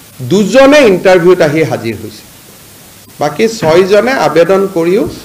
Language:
Assamese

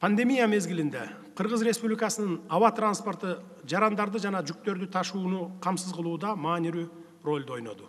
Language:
Kyrgyz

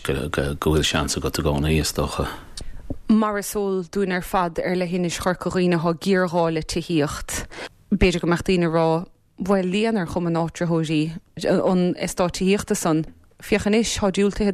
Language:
Irish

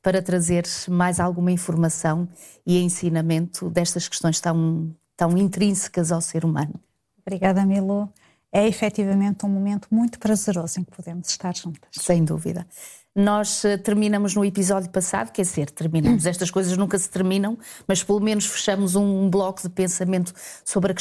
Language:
Portuguese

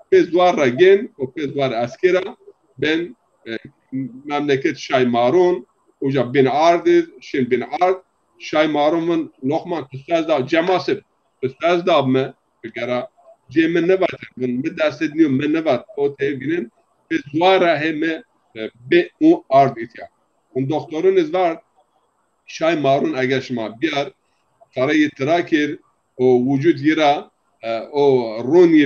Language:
Zaza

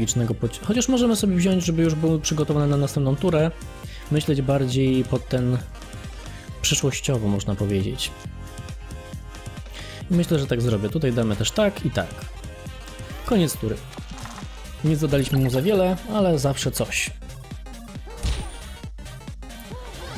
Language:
Polish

